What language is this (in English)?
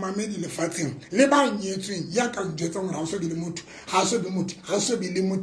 Southern Sotho